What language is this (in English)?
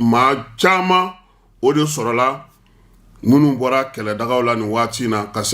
Bambara